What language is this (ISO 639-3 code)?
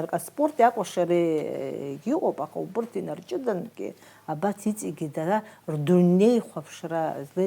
abk